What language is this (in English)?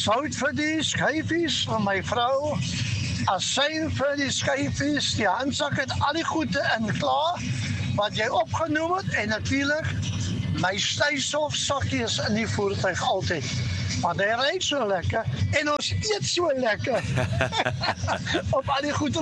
Afrikaans